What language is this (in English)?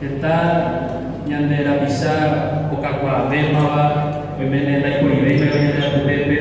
Guarani